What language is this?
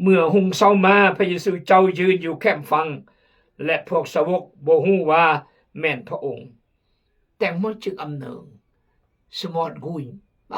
Khmu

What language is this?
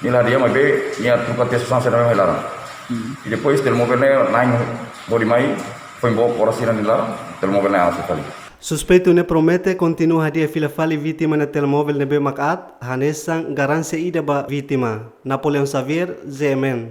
Tetum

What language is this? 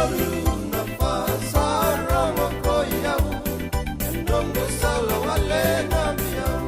Fijian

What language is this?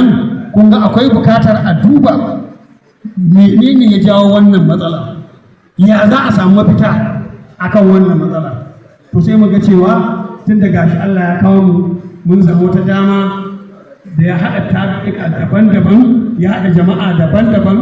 Hausa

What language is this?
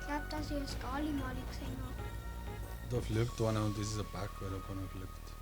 Bavarian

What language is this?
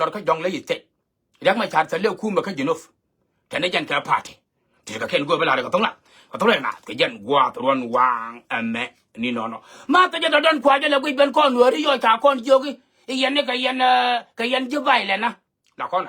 Nuer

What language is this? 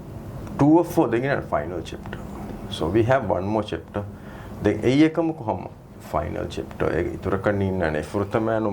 Divehi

